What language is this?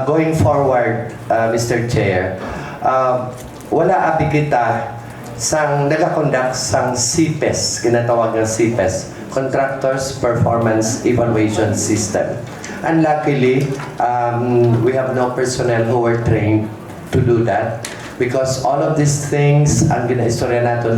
Hiligaynon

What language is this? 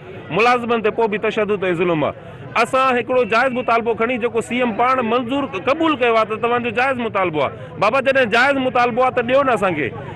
Sindhi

